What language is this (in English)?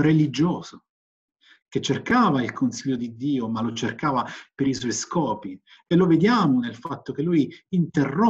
Italian